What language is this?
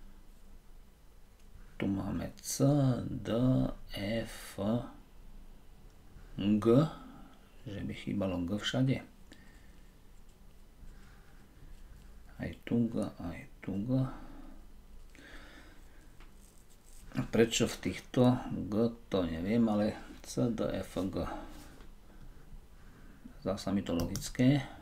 Slovak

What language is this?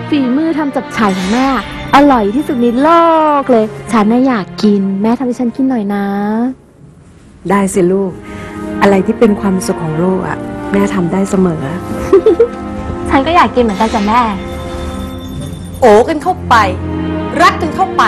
Thai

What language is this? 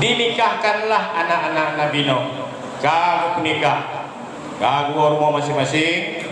Achinese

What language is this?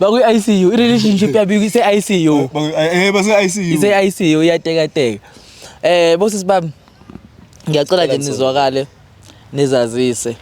Zulu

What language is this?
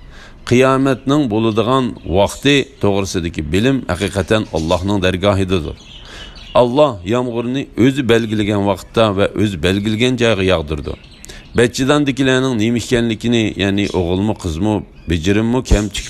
Uyghur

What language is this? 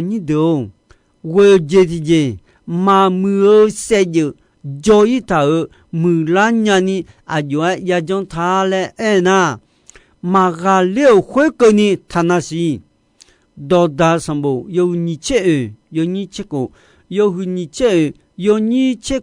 Akha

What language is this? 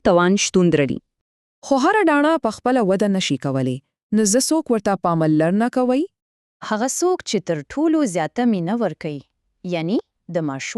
Pashto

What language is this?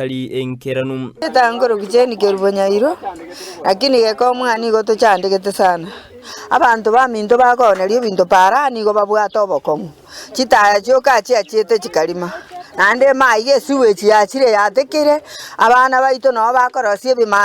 Gusii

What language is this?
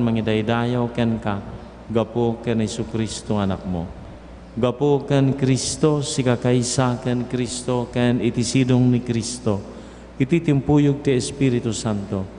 Iloko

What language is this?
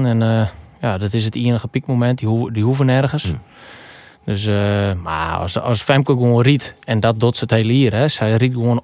Western Frisian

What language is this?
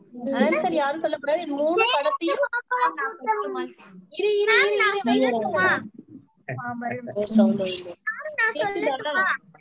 Tamil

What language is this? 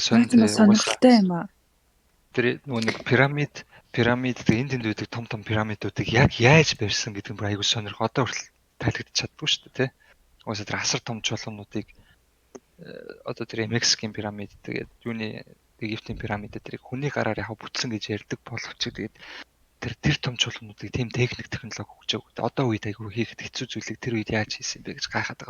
Mongolian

